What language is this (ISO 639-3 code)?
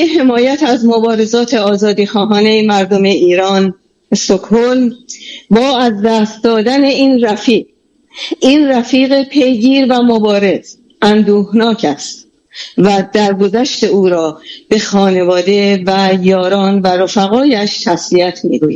fas